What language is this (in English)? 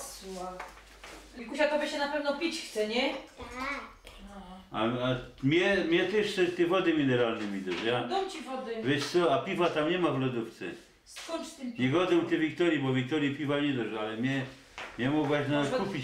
Silesian